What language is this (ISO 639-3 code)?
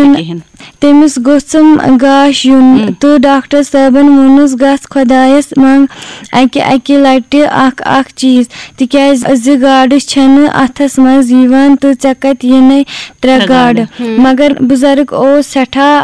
kas